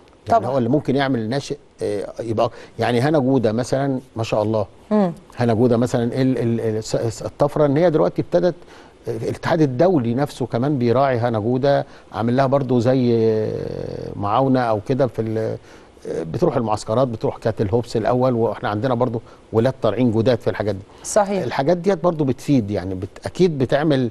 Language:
Egyptian Arabic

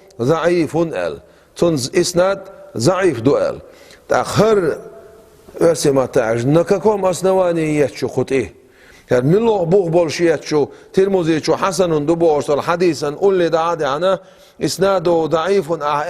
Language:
Chechen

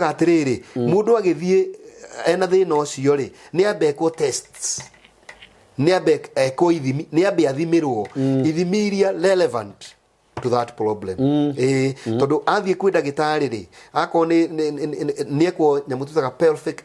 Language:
Kikuyu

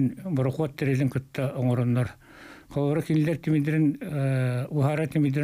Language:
Yakut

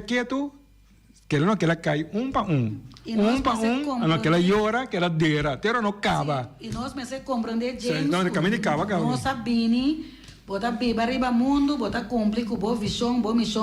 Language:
Papiamento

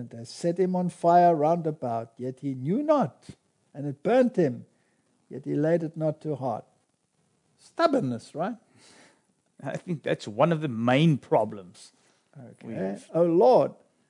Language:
English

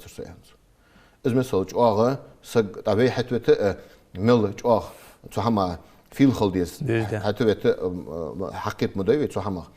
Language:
Ingush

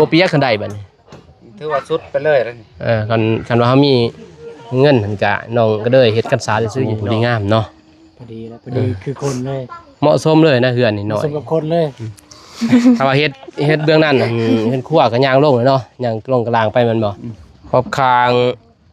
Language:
Lao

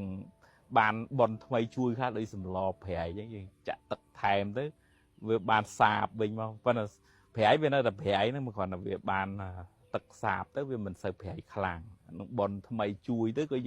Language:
Khmer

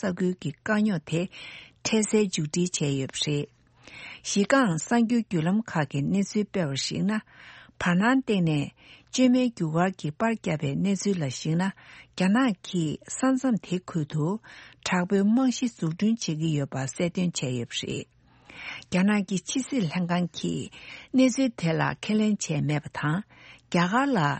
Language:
Tibetan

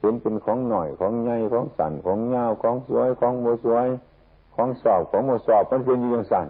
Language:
Northeastern Thai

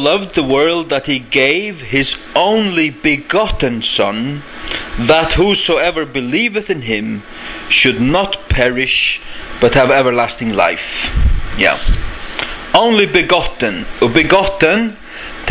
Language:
Faroese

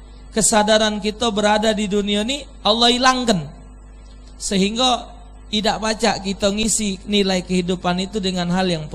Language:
Musi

